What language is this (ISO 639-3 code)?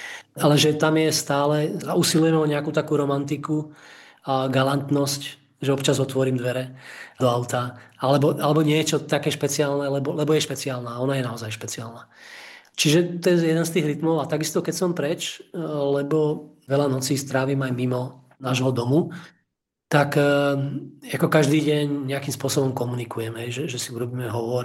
slk